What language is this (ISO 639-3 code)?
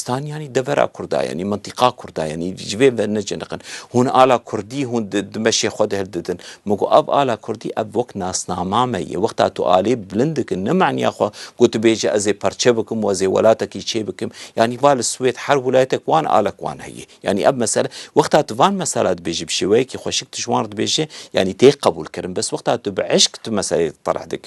kur